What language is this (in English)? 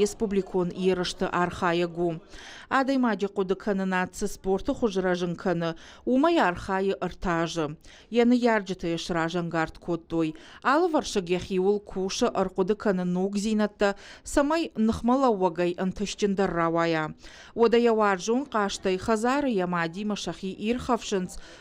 Ossetic